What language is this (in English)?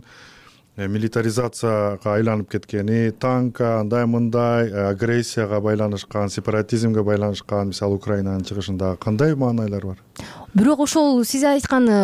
Kyrgyz